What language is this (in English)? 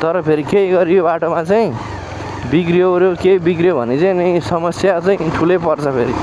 Nepali